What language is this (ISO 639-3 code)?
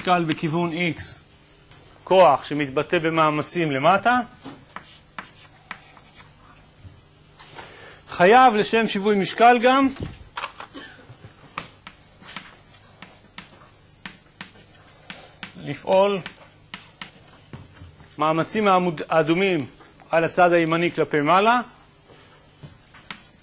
heb